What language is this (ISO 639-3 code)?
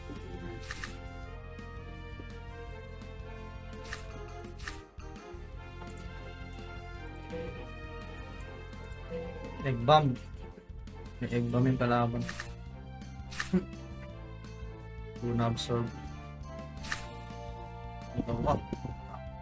fil